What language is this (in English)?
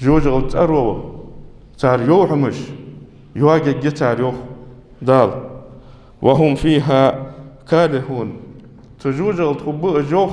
Ingush